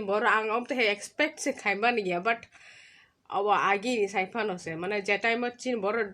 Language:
Kok Borok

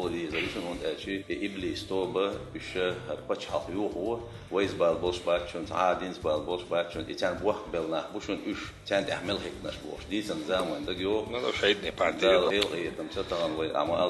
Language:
Chechen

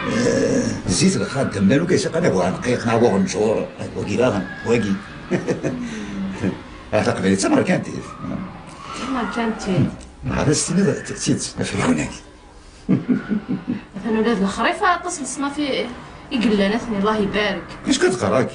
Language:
Kabyle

